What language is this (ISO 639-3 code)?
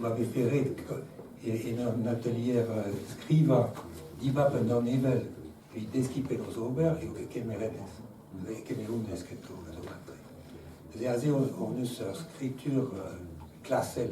bre